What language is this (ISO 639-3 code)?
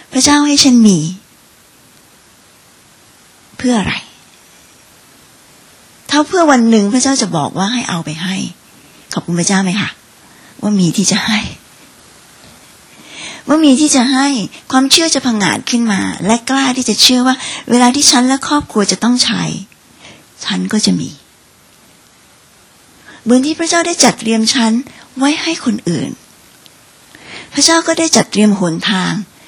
tha